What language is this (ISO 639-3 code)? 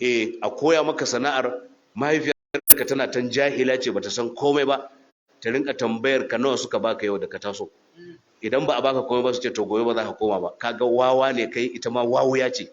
hau